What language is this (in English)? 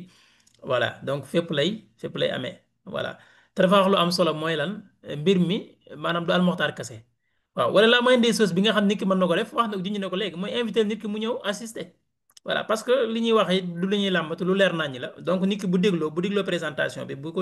Wolof